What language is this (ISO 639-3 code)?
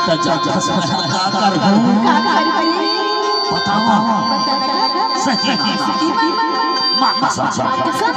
hne